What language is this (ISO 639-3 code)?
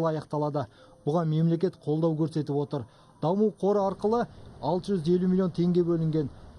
kaz